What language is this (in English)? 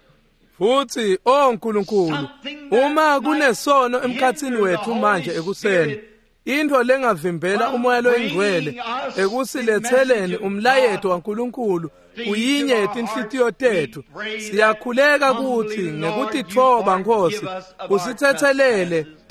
Swati